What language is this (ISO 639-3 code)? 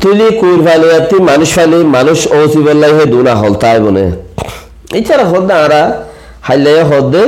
rhg